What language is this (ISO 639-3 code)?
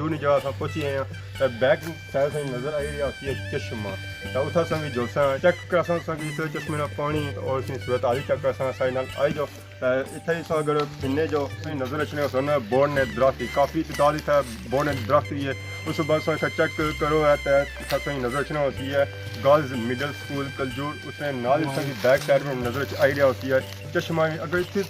phr